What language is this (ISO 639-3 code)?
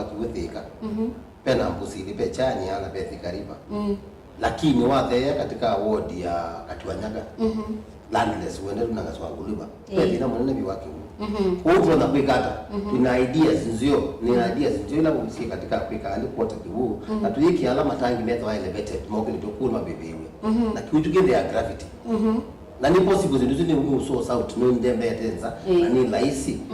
kam